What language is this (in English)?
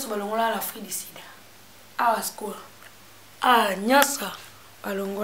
Lingala